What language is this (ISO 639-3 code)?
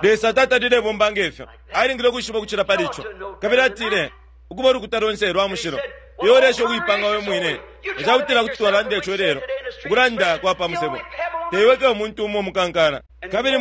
bem